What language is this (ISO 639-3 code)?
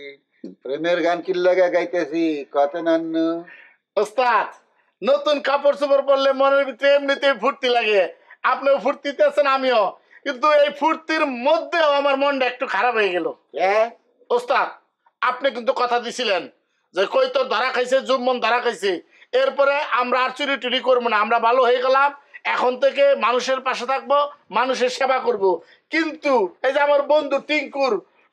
ben